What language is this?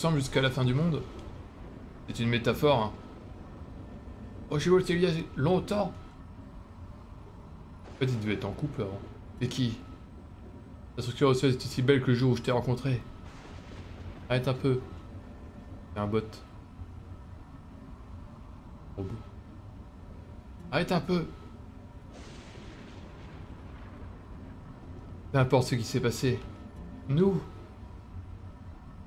French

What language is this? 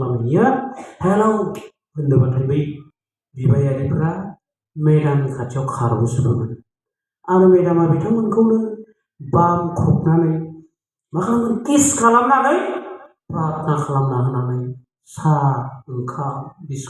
Bodo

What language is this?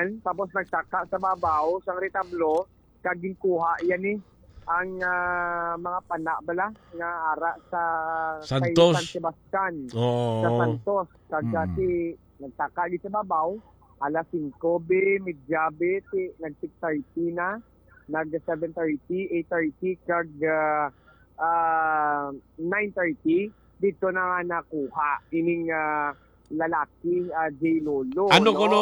Hiligaynon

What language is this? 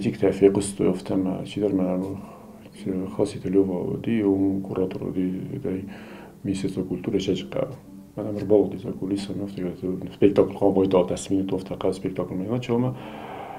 Ossetic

